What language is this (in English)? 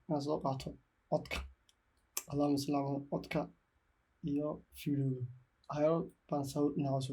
Somali